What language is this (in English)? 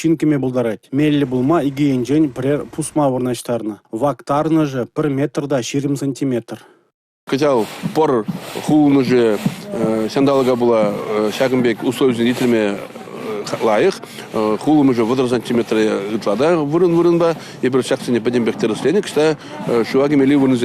Chuvash